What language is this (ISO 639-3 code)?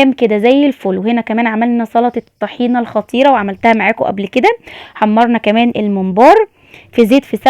arz